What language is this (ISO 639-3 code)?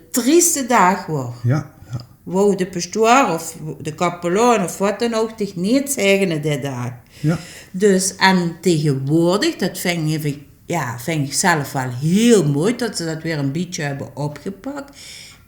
lim